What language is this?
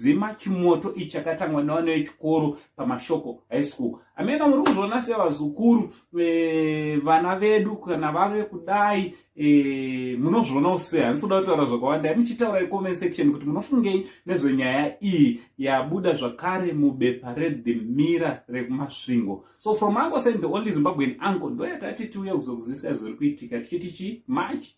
Shona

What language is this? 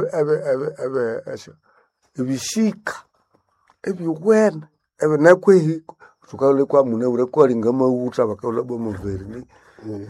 Nande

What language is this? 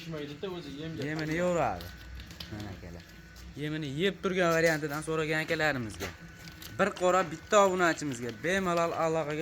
Uzbek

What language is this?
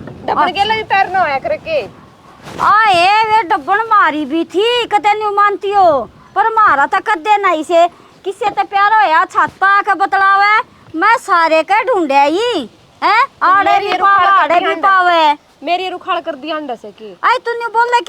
Haryanvi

